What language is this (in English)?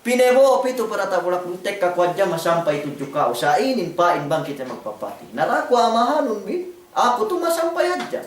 Yakan